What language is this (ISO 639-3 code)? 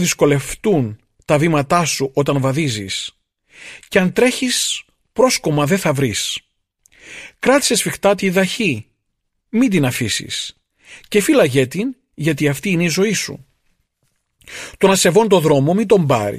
ell